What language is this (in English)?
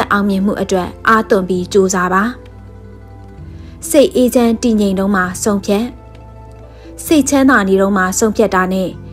Burmese